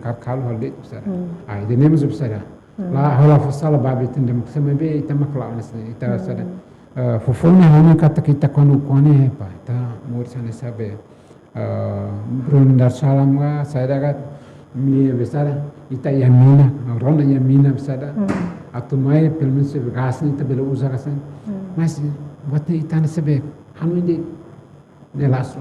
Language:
Tetum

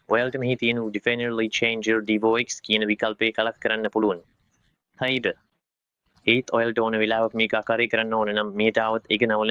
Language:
Sinhala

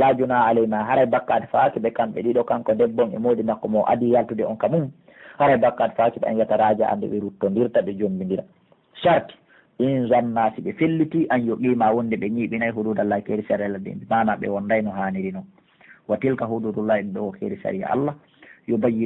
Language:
Pular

